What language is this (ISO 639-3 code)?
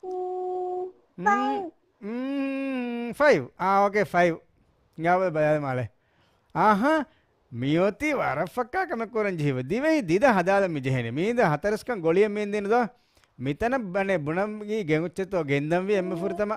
div